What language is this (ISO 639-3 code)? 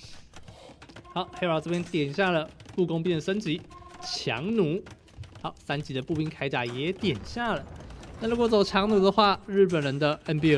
zho